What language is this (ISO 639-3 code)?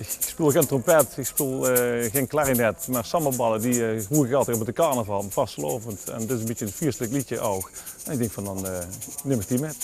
lim